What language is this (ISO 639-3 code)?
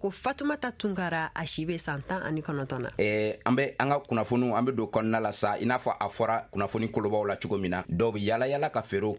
bam